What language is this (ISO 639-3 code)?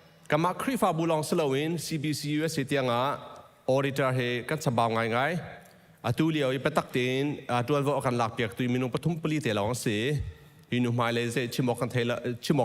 cnh